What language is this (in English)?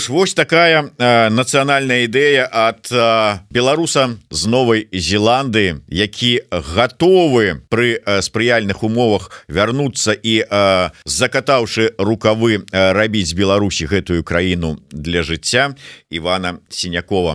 Belarusian